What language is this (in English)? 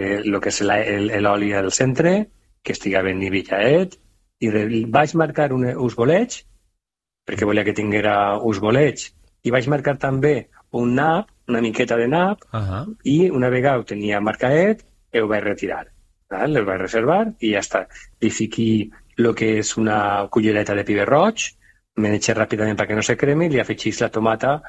Catalan